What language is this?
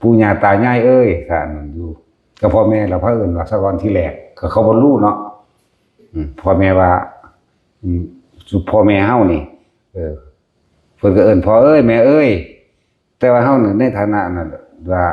Lao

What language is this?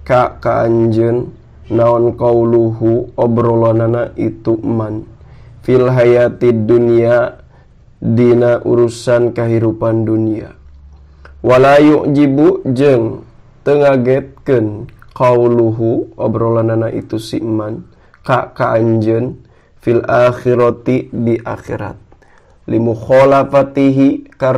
Sundanese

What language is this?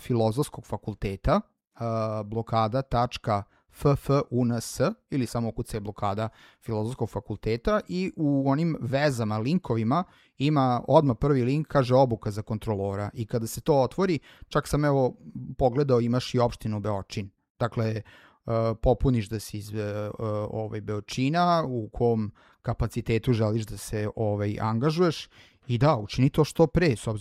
Serbian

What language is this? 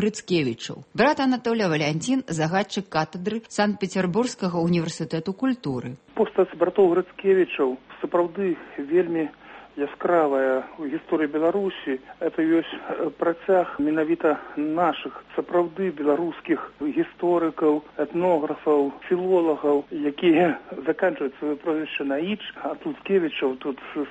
Belarusian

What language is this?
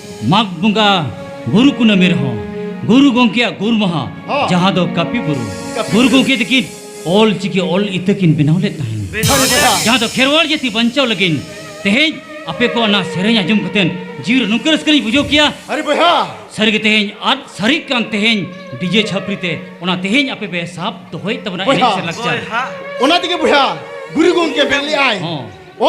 Santali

